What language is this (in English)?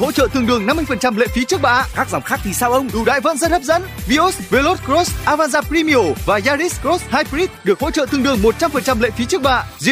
Vietnamese